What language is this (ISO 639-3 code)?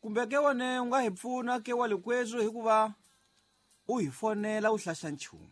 tso